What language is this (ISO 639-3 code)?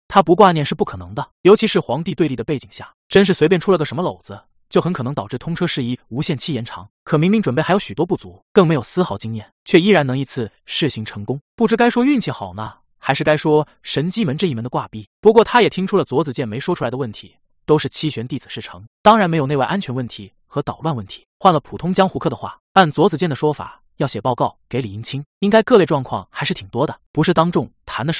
zho